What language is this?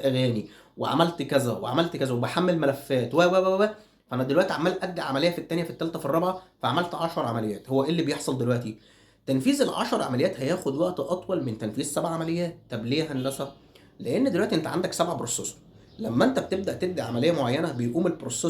Egyptian Arabic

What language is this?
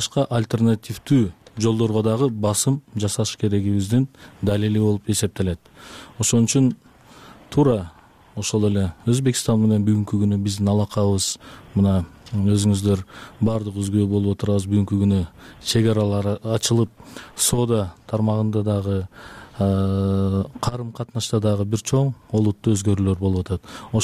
Kyrgyz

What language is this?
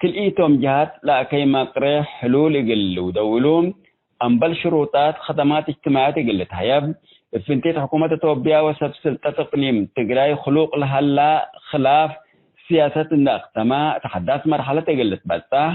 Tigre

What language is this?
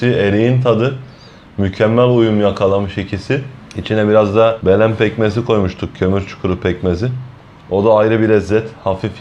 Turkish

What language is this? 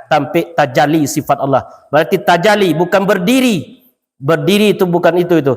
Minangkabau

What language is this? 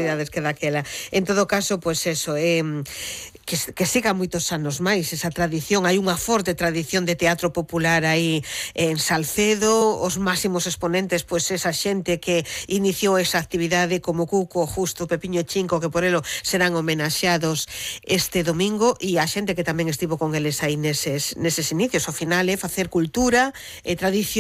Galician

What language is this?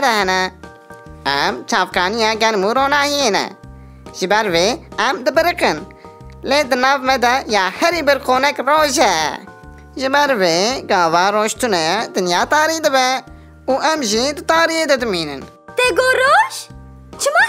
Kurdish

